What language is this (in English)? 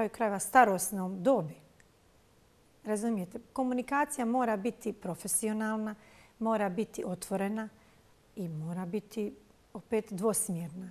Bosnian